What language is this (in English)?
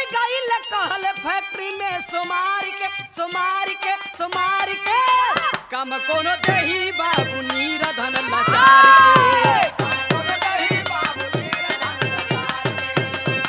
Bhojpuri